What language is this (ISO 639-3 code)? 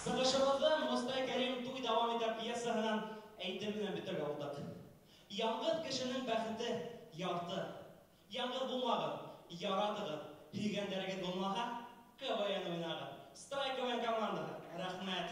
bak